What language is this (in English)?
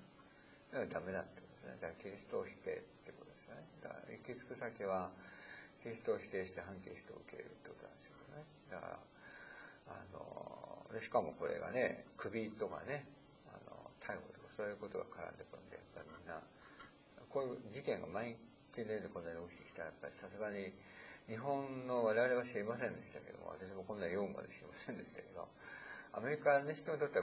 Japanese